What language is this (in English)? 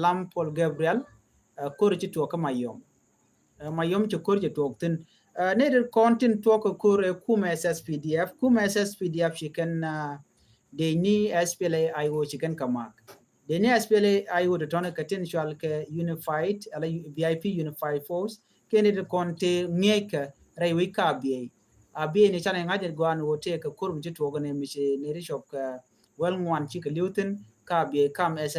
Nuer